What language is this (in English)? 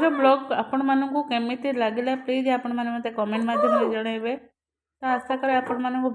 Odia